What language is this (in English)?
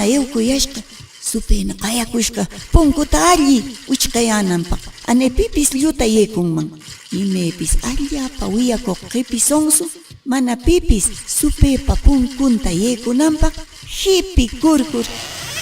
Quechua